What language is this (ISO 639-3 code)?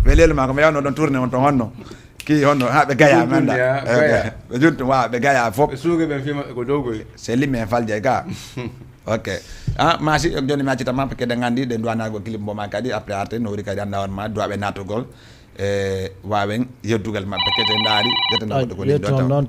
ful